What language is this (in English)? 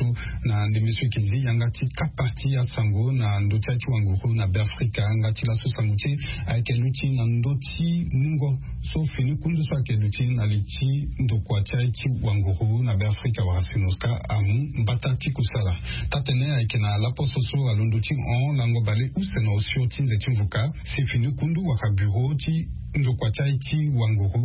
Sango